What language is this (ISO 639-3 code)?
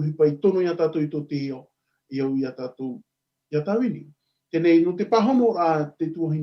tah